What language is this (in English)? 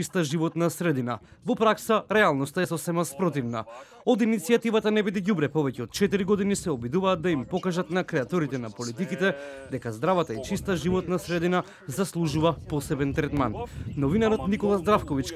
Macedonian